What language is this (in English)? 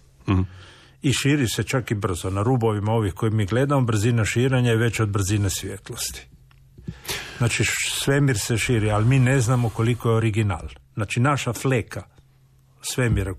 Croatian